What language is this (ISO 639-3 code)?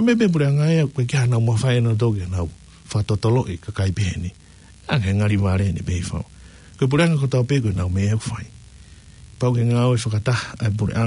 ton